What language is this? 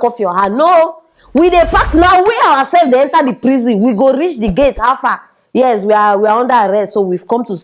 Nigerian Pidgin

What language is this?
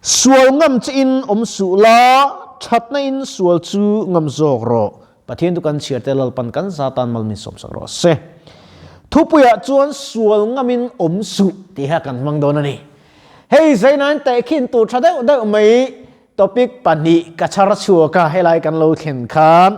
Mizo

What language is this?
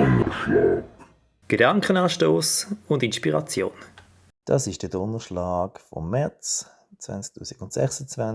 Swiss German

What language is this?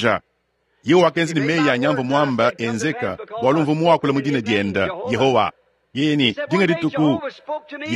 Luba-Lulua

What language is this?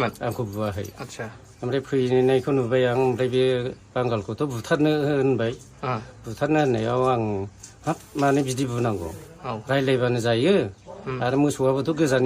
Bodo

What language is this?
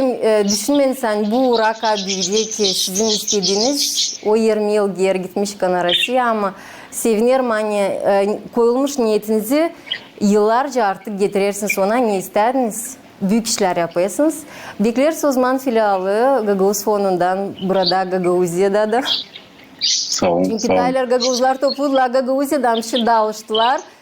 Gagauz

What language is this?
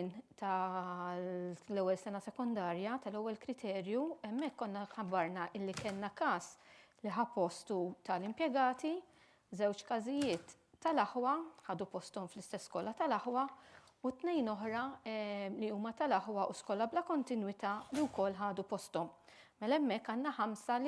Maltese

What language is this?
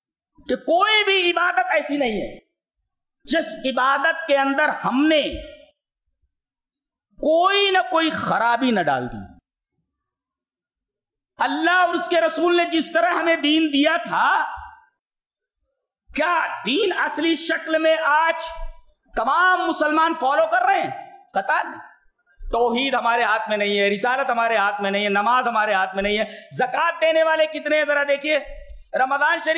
Urdu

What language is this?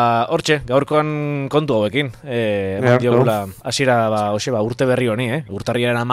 Basque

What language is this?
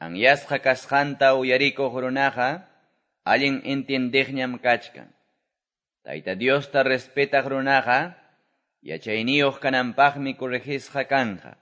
Quechua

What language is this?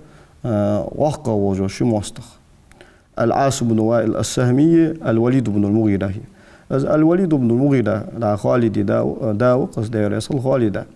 Ingush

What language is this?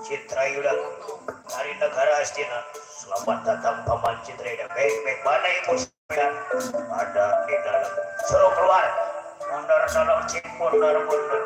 Betawi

